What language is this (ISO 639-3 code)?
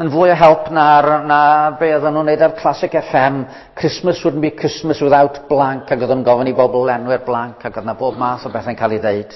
cym